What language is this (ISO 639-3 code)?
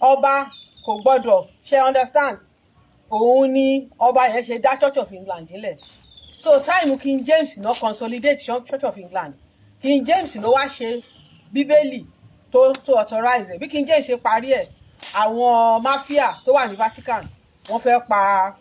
yor